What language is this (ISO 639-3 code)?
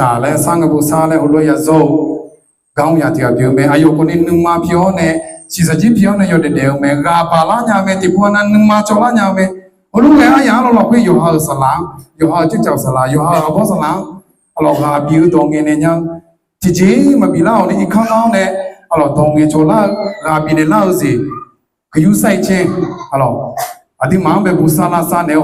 ahk